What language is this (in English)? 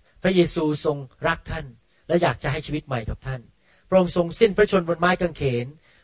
Thai